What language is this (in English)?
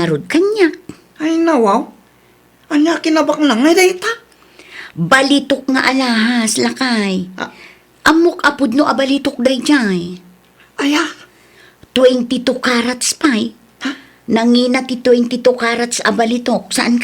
Iloko